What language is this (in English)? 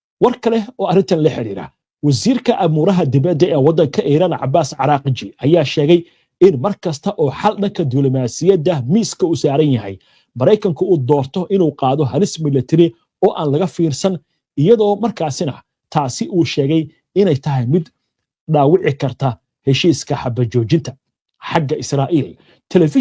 Somali